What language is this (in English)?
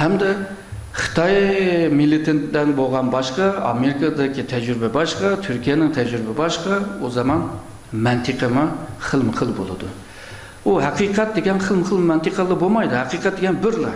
Uyghur